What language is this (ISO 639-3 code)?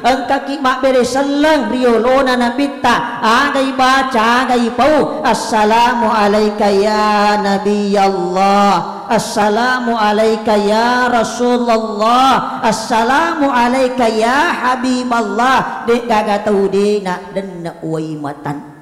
bug